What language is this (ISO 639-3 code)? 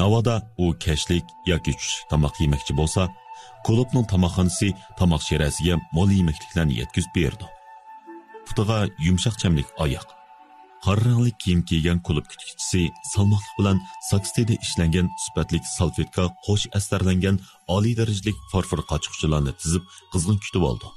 uig